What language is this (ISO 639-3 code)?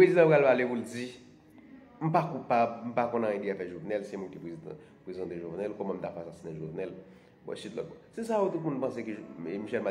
hat